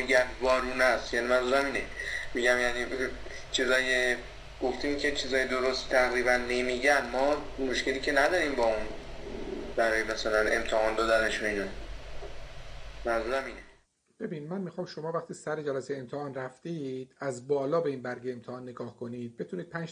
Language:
Persian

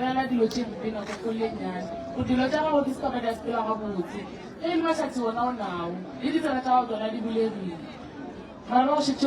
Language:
Northern Sotho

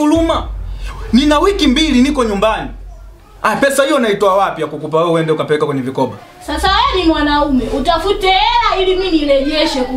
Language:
Swahili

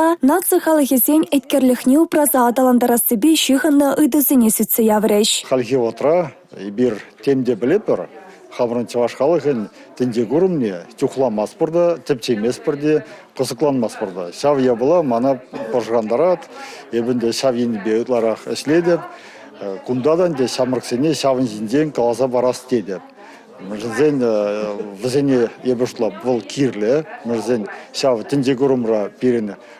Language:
Chuvash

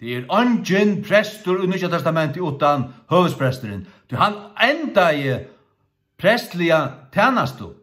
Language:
Faroese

